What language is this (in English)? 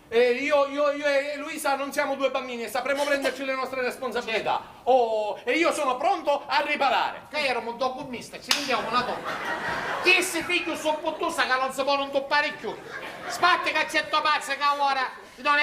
Sicilian